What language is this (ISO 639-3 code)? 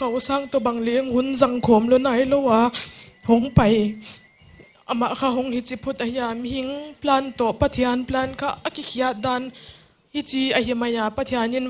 pck